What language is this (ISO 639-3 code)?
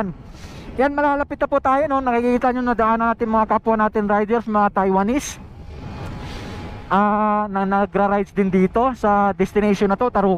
fil